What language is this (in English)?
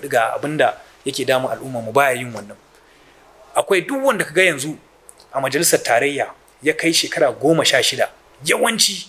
Hausa